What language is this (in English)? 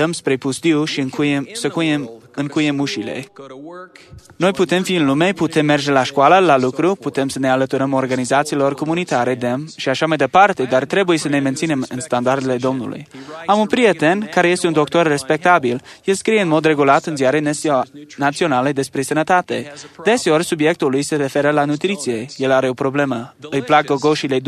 Romanian